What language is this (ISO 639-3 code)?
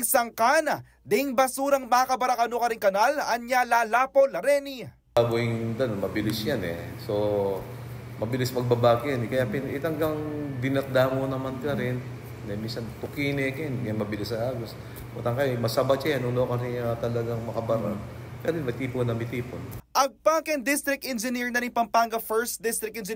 pam